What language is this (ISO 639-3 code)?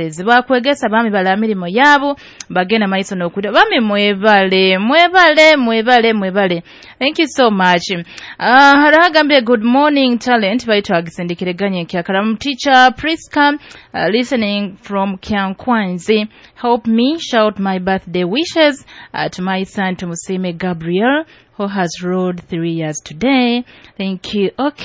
nyo